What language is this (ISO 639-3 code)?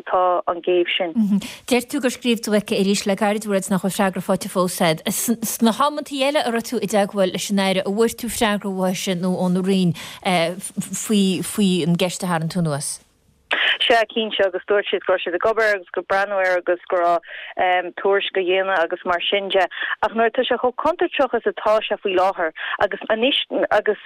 gle